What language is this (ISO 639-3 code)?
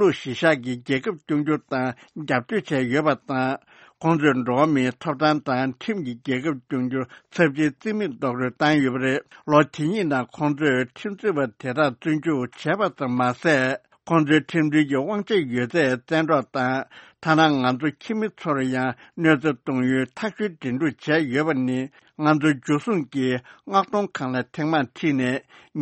bod